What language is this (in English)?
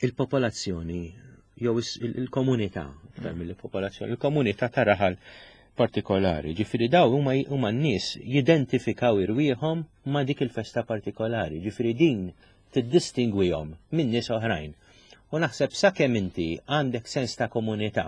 Maltese